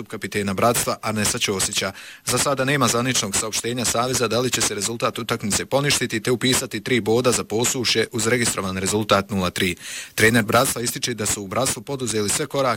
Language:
Bosnian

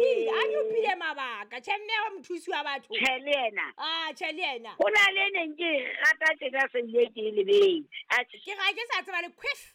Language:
Southern Sotho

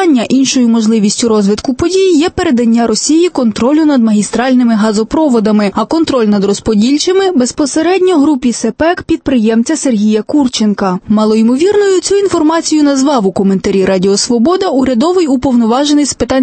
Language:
Ukrainian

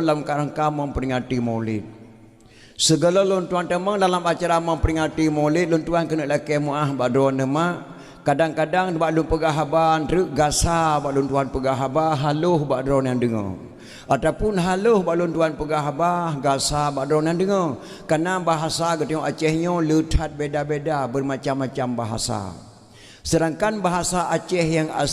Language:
Achinese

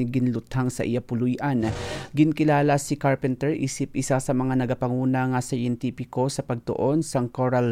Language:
Hiligaynon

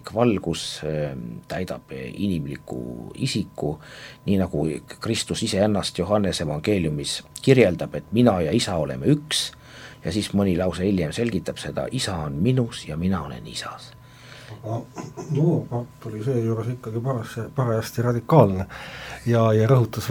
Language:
Estonian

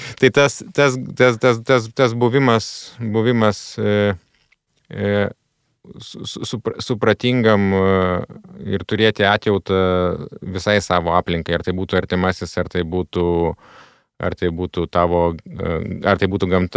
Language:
Lithuanian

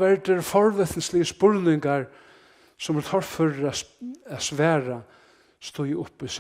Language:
Faroese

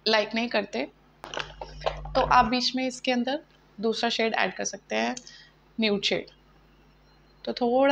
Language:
Hindi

